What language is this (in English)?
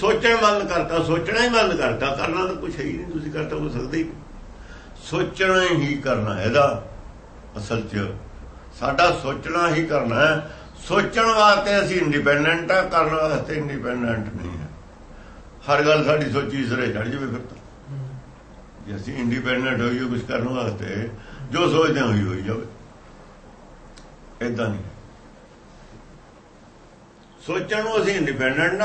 Punjabi